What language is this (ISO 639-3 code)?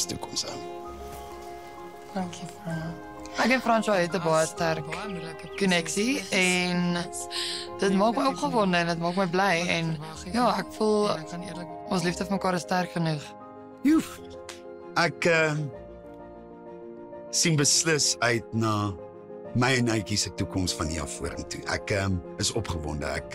afr